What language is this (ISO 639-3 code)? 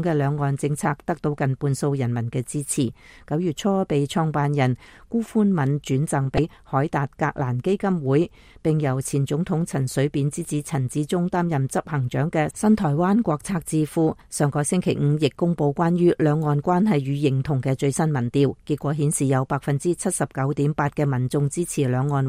yue